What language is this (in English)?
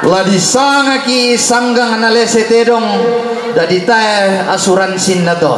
Toraja-Sa'dan